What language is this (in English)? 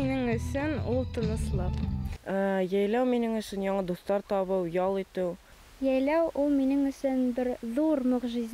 Bashkir